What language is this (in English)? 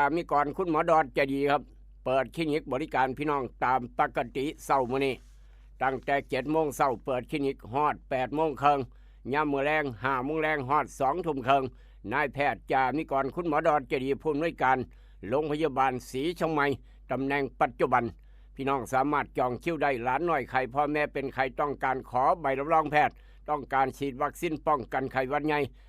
Northeastern Thai